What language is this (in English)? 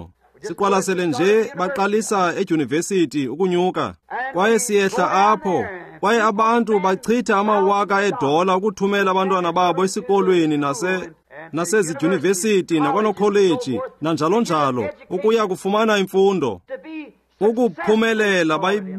Xhosa